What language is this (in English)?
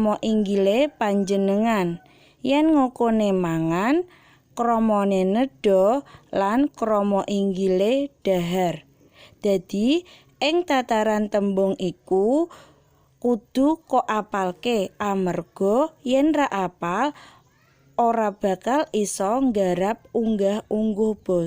Javanese